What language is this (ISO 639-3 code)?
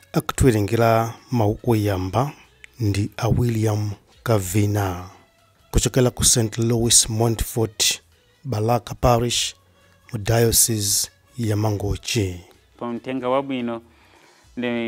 nya